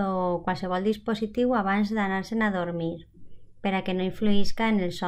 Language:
Catalan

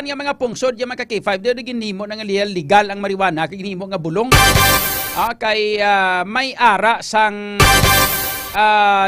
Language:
Hiligaynon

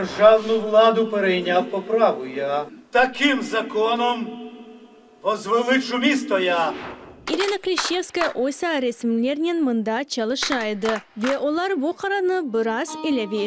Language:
Crimean Tatar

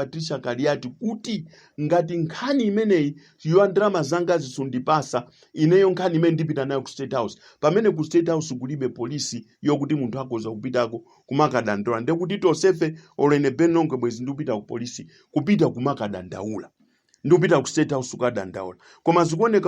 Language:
Nyanja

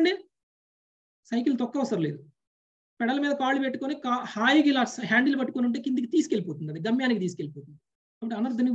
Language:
Telugu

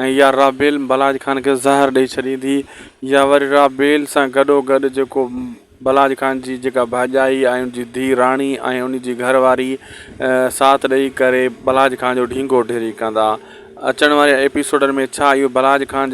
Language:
Sindhi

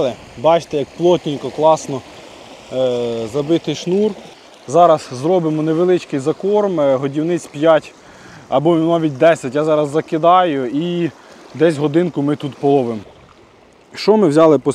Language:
Ukrainian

